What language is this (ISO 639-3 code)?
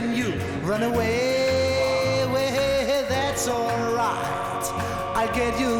kal